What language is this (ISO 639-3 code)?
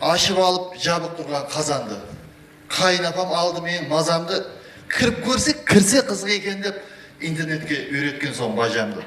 kaa